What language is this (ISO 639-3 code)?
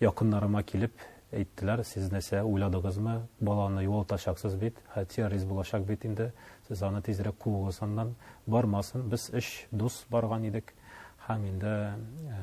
tat